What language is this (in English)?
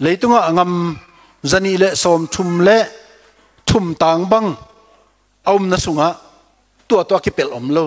Tedim Chin